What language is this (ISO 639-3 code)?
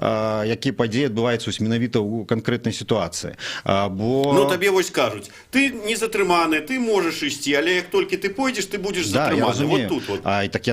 bel